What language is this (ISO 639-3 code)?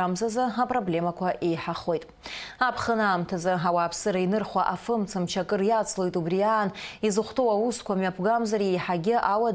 abk